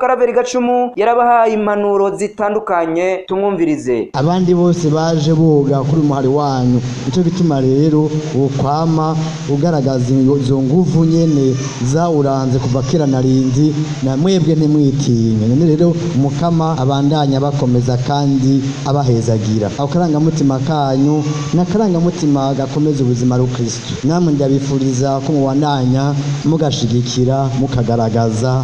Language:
Rundi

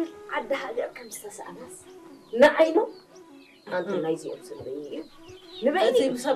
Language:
Tigrinya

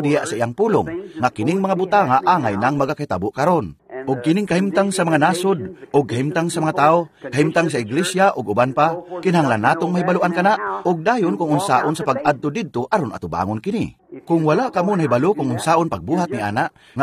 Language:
Cebuano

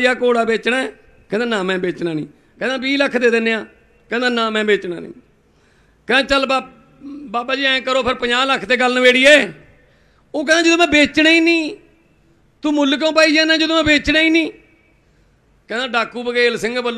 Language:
Punjabi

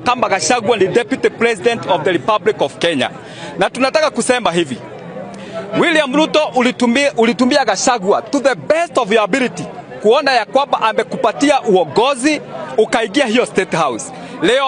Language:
Swahili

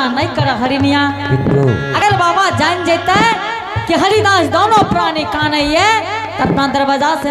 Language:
Angika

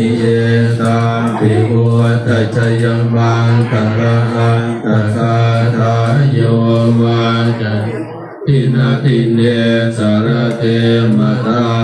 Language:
Pali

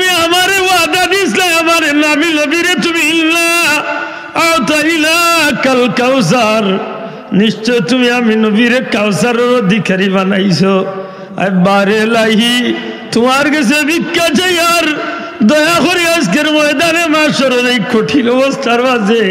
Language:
Sylheti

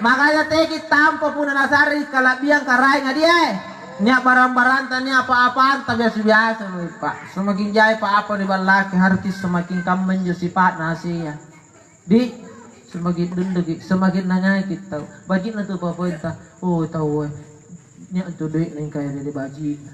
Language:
Makasar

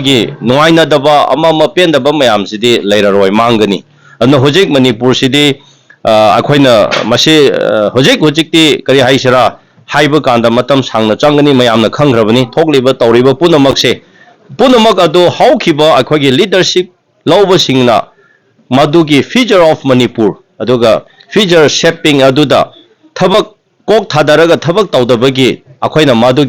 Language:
Manipuri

